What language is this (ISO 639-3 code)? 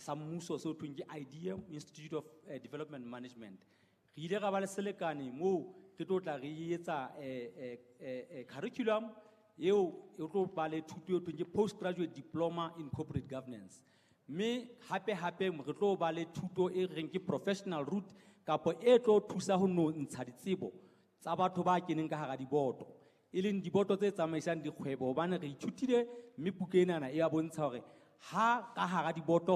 sot